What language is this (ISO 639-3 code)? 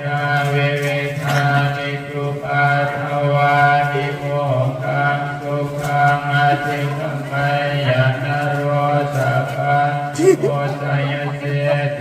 pli